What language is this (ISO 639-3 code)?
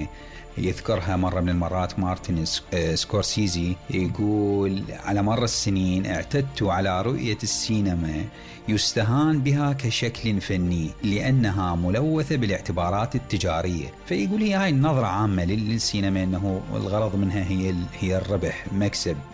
acm